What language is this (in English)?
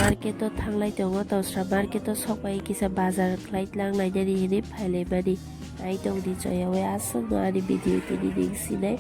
Kok Borok